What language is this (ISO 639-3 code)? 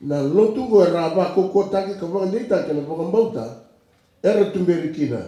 fij